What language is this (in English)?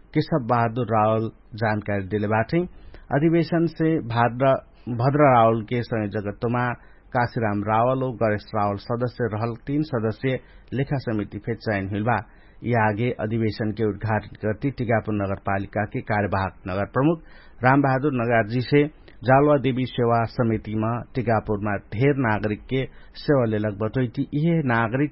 Dangaura Tharu